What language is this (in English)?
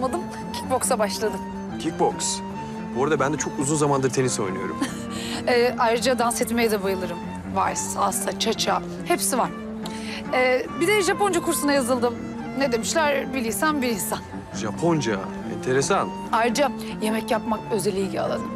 Turkish